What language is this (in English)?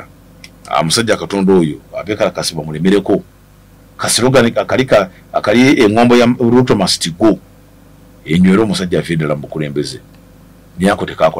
Ganda